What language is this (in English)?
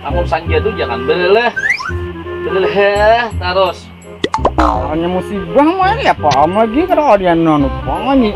Banjar